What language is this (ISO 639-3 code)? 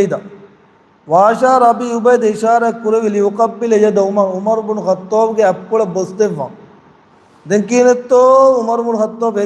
div